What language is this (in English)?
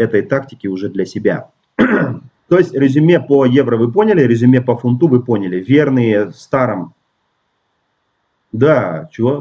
Russian